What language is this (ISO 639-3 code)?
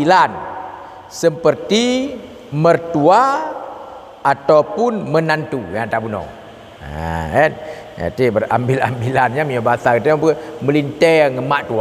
ace